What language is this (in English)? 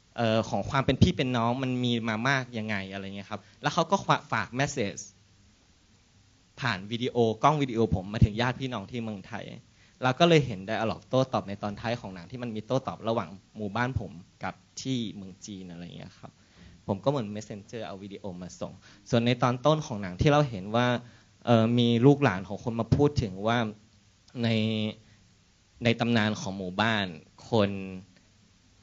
Thai